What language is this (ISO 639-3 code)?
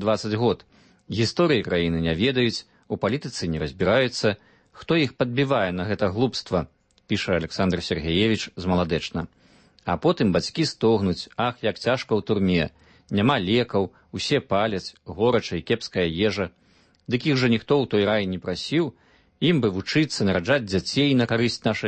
bel